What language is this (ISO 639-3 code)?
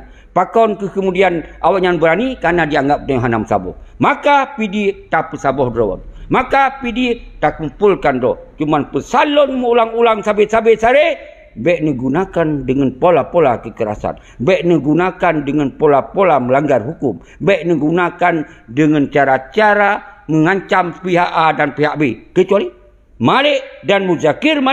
ace